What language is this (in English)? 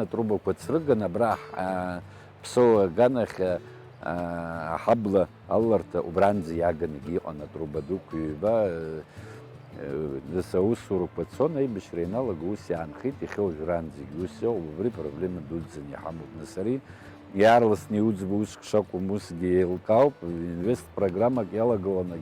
Abkhazian